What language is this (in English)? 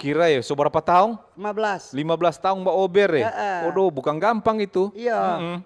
Manado Malay